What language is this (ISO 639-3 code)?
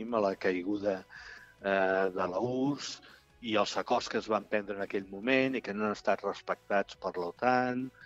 cat